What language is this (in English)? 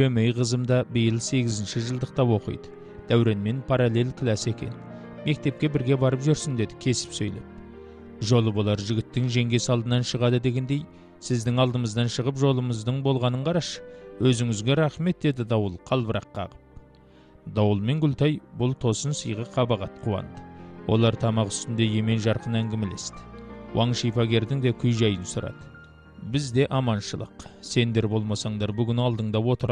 Kazakh